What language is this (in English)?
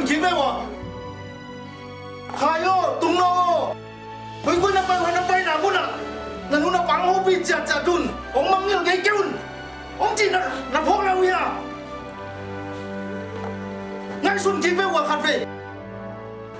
Vietnamese